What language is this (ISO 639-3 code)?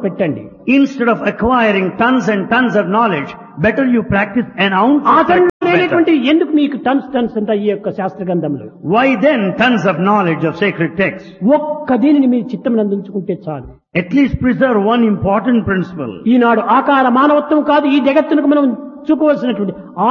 tel